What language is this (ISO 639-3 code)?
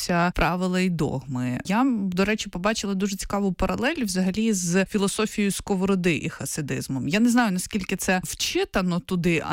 ukr